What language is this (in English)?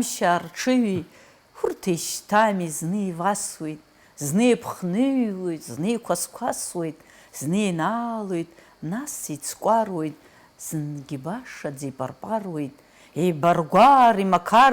Abkhazian